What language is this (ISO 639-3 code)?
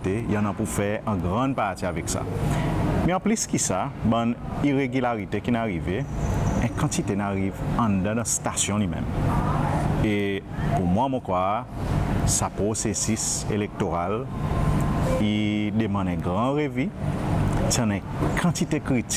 crs